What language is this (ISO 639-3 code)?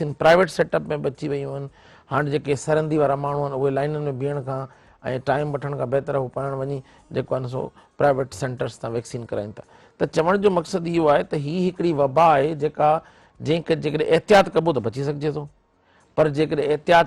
snd